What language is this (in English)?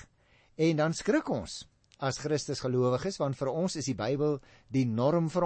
Afrikaans